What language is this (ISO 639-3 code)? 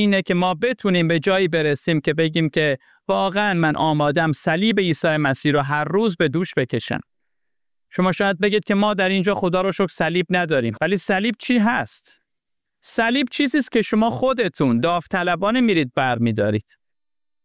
fas